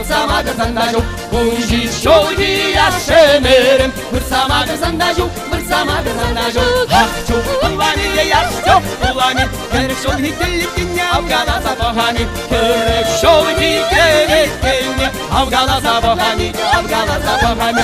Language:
Chuvash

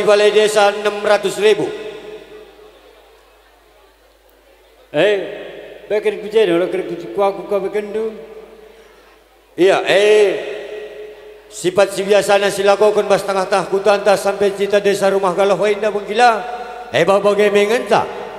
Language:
Batak Karo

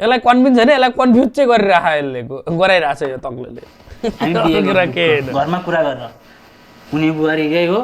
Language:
Nepali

